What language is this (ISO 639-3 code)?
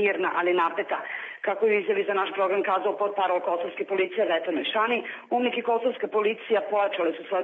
bos